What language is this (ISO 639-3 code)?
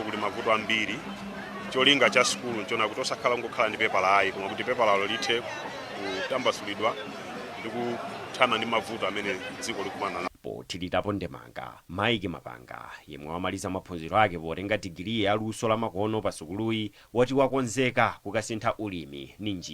nya